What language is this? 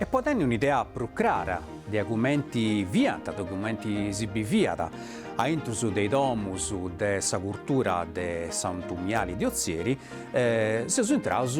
Sardinian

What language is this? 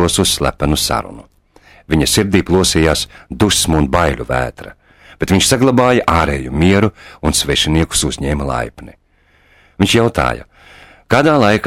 Latvian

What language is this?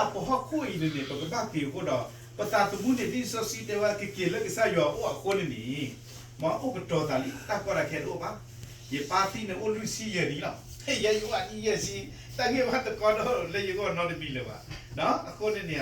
S'gaw Karen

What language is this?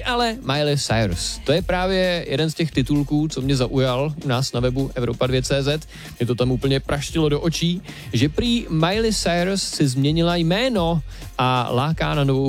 Czech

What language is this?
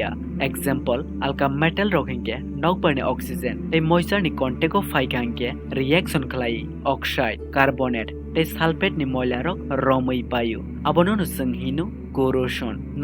Kok Borok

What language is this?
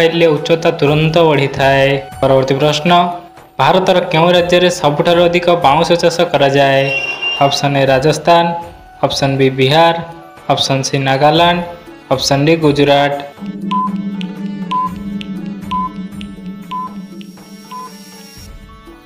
Odia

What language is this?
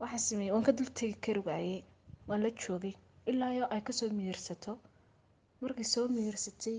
Somali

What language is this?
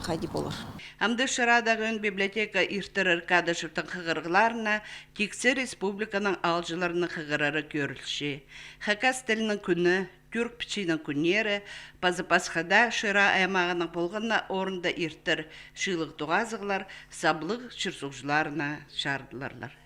Khakas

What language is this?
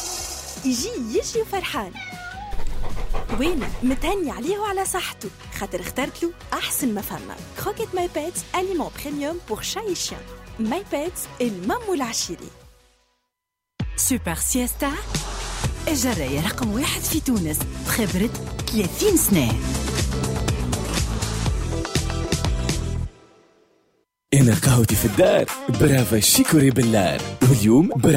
Tunisian Arabic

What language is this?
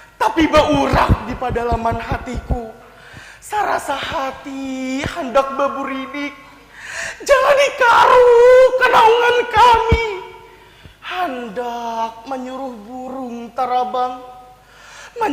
Banjar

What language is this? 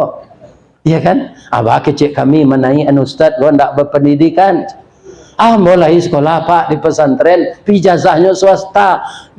Minangkabau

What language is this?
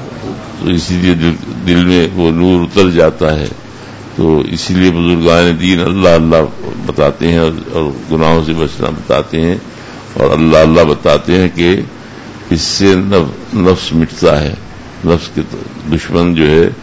Urdu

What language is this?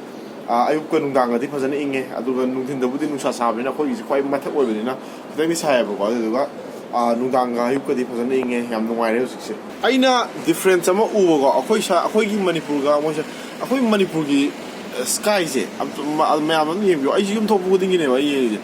Manipuri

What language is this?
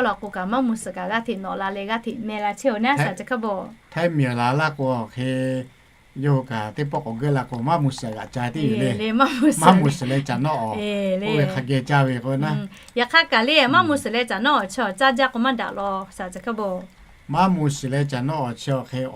Lahu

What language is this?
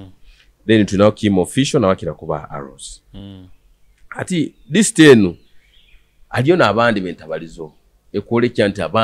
Tooro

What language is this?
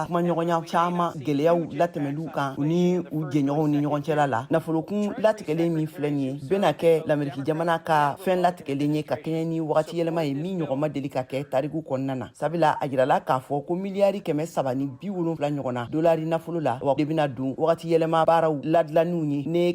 Bambara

